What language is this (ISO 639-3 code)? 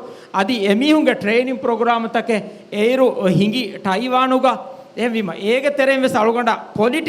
div